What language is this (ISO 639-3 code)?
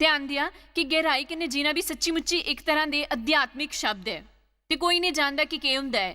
doi